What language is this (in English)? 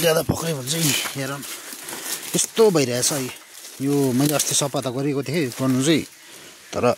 Nepali